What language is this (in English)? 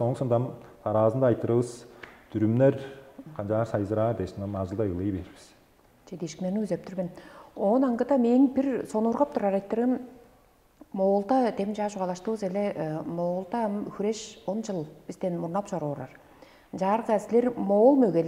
Tuvinian